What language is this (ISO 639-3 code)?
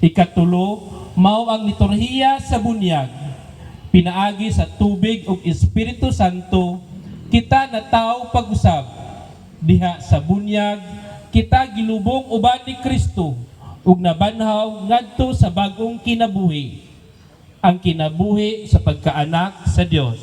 ceb